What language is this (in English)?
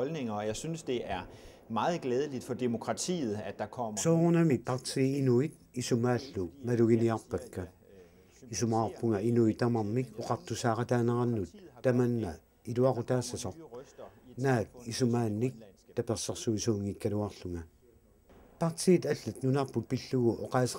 Kalaallisut